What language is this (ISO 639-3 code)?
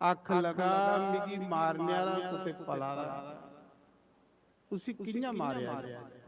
doi